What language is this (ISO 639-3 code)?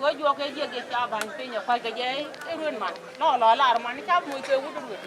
nus